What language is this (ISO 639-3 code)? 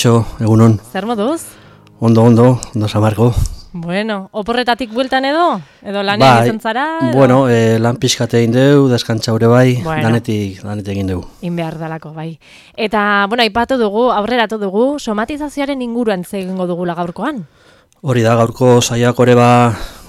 eus